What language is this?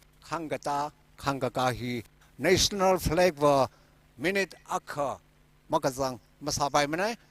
Tangkhul Naga (India)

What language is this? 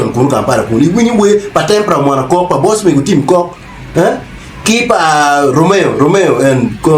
Acoli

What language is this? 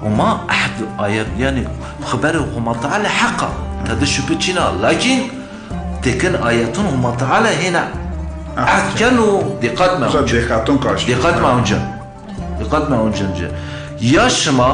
Zaza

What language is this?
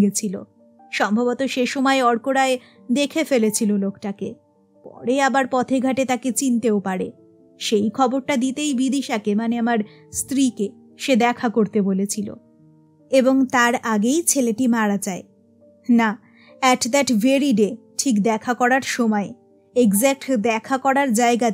Bangla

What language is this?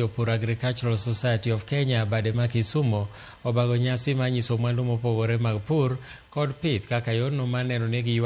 Luo (Kenya and Tanzania)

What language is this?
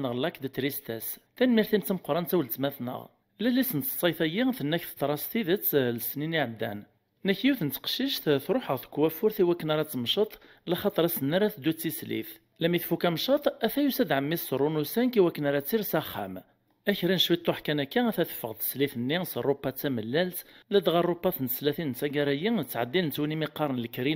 Kabyle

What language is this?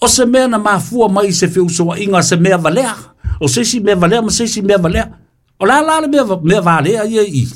Samoan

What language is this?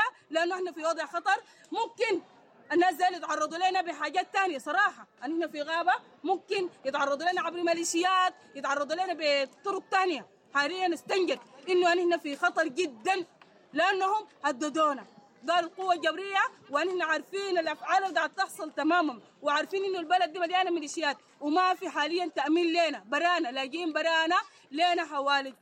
Sudanese Arabic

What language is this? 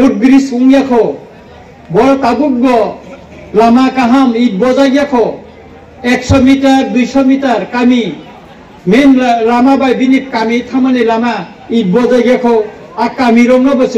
Kok Borok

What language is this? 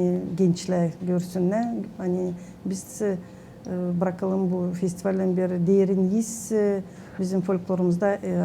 Gagauz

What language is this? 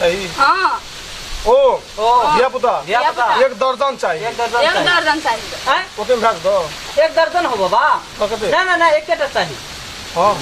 Maithili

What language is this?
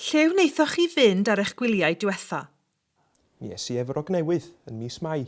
Welsh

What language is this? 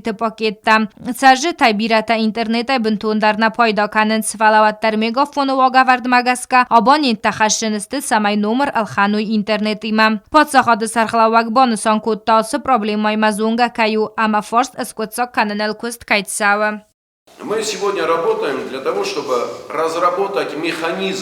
Ossetic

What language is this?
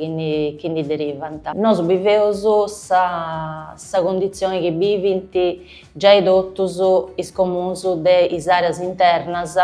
Sardinian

